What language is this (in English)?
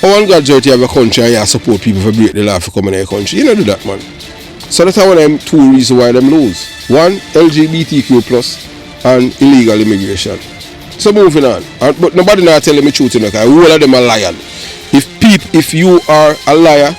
Jamaican Creole English